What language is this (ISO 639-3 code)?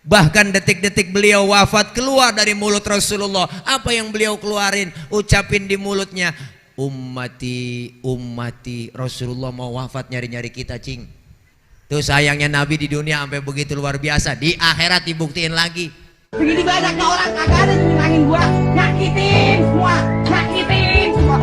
bew